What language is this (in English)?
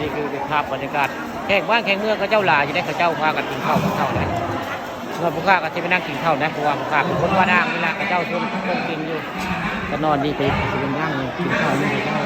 Northeastern Thai